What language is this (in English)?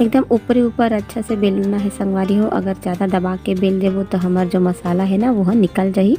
Chhattisgarhi